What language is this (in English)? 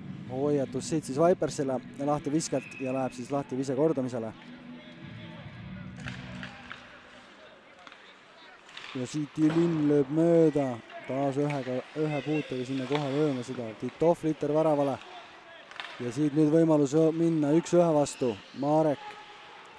Estonian